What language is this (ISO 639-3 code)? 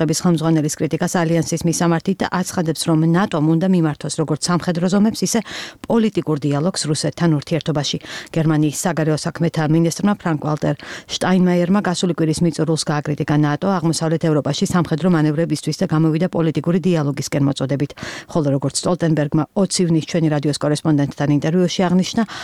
kat